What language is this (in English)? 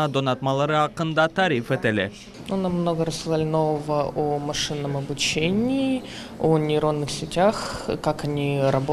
Crimean Tatar